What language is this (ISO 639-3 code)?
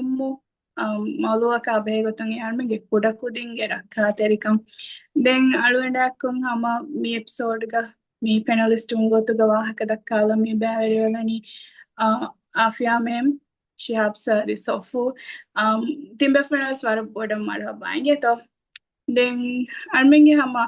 div